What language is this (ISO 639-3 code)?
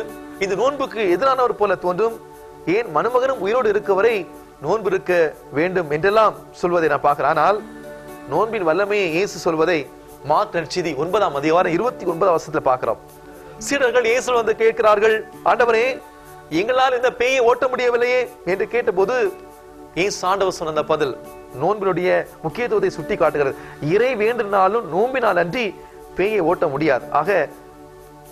tam